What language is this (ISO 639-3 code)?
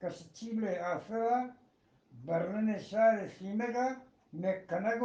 bgp